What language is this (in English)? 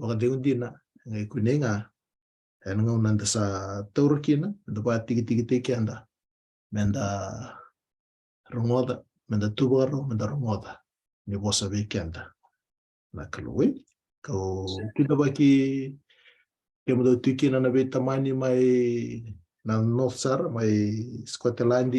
Fijian